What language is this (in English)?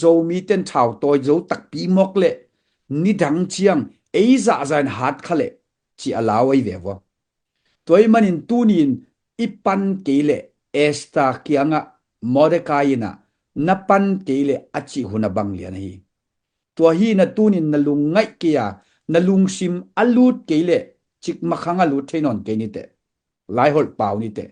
Tedim Chin